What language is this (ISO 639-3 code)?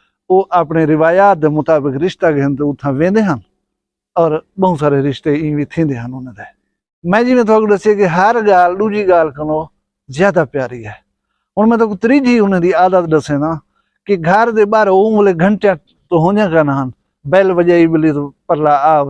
skr